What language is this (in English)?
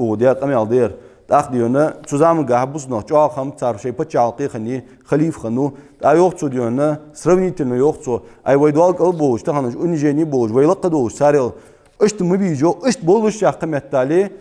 Ingush